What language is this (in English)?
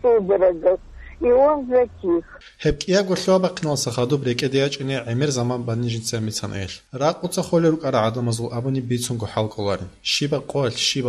Avaric